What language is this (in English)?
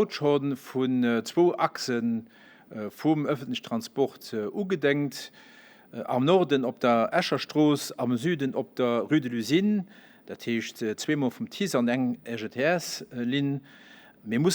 Luxembourgish